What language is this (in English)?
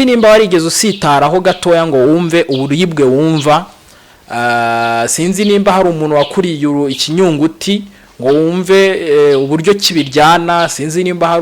Kinyarwanda